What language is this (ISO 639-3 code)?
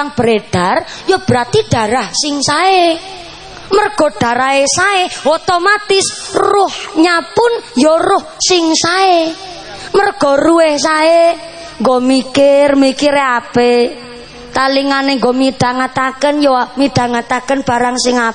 jav